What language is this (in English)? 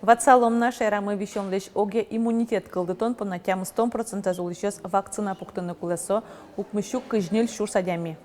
Udmurt